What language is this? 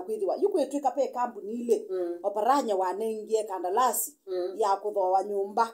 Kamba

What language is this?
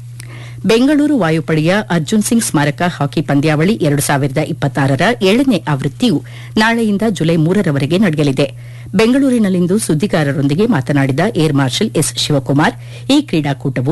Kannada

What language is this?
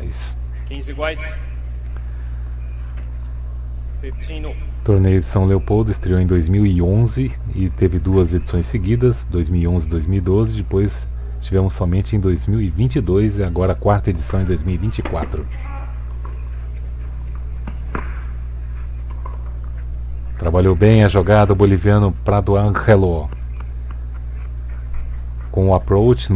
Portuguese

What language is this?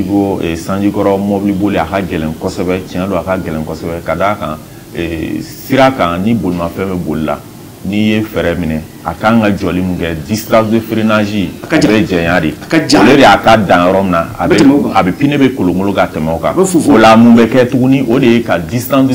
Bambara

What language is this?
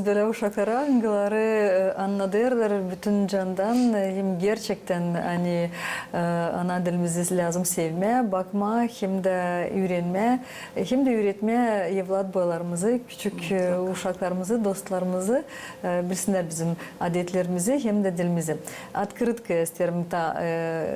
Gagauz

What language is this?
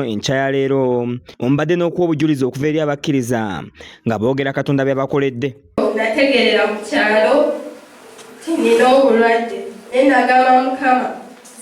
Ganda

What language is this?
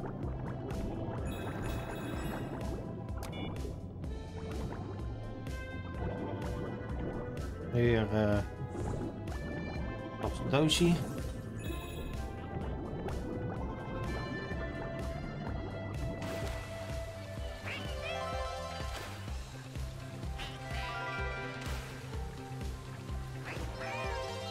Dutch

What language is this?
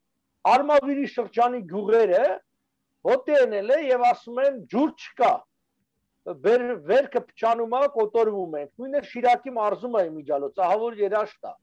Armenian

